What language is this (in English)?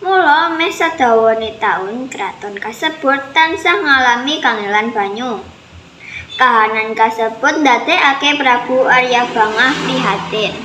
Javanese